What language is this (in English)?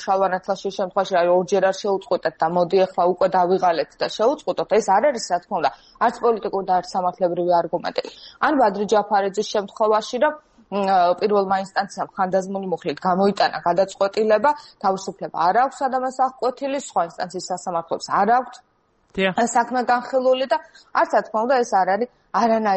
Georgian